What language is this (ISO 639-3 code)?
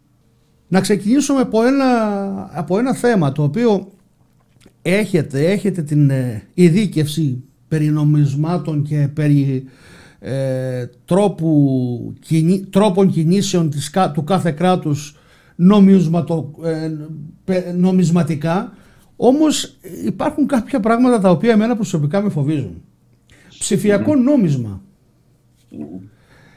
ell